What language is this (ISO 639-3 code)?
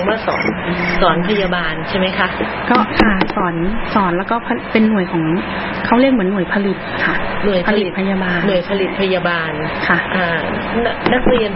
tha